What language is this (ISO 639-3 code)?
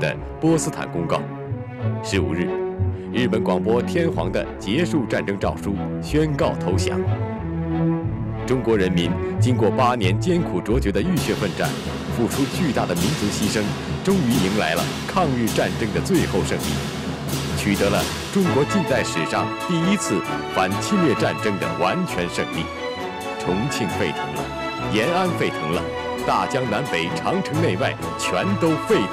zho